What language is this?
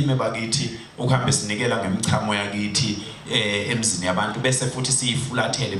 Zulu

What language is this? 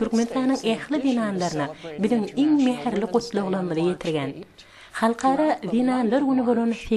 Turkmen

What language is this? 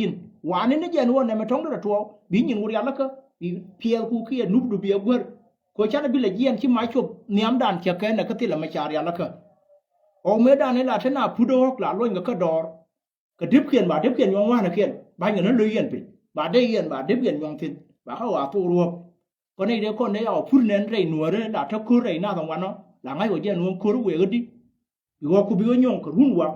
Nuer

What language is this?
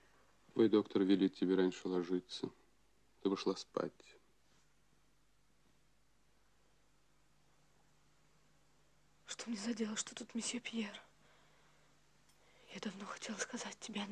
Russian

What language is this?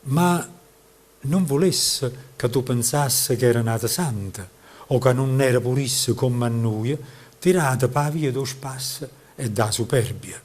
Neapolitan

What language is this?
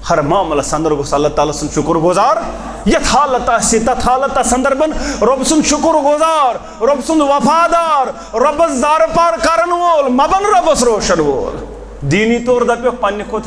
Kashmiri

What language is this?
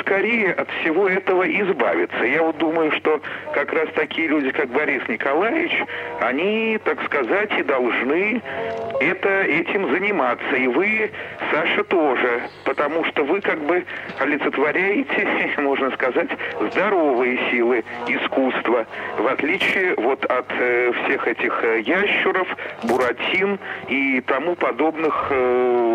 Russian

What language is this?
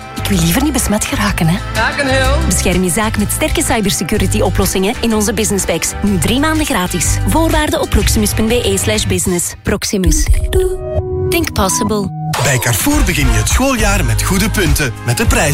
Dutch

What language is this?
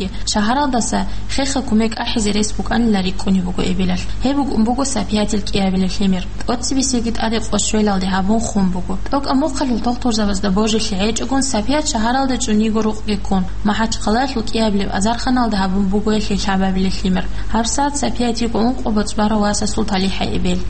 Avaric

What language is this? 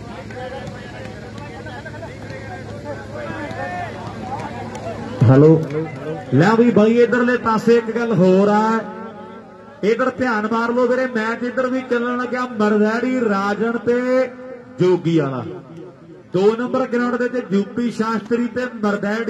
Punjabi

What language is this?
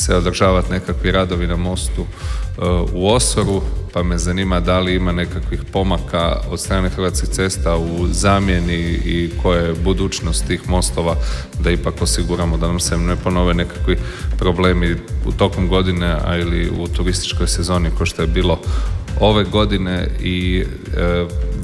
Croatian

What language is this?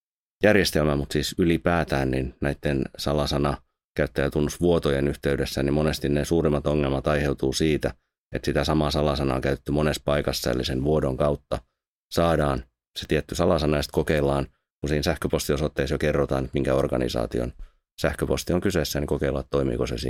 Finnish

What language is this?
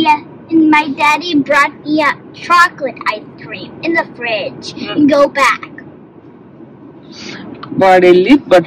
Telugu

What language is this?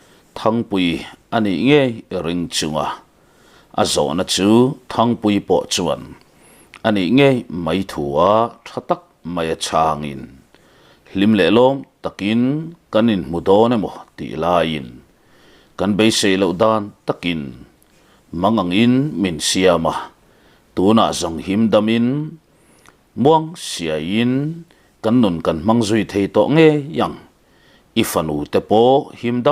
Mizo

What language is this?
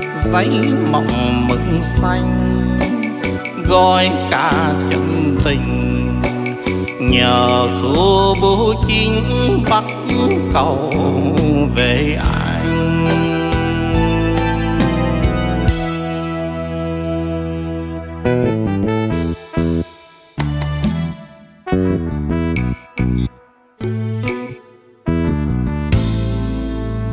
Vietnamese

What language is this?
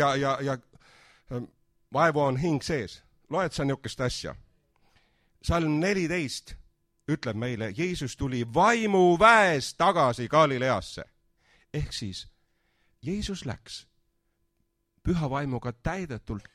Estonian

